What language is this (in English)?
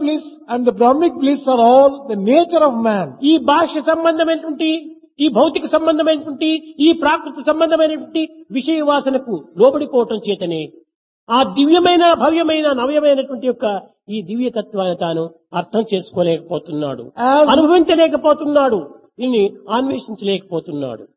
Telugu